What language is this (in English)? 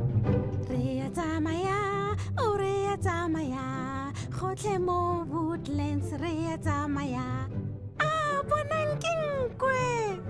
Tswana